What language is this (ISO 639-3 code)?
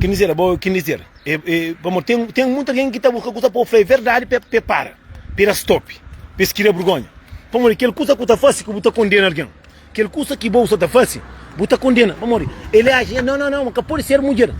kea